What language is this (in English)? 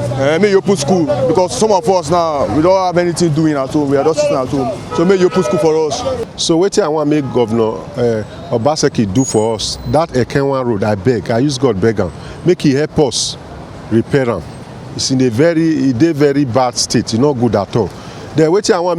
Nigerian Pidgin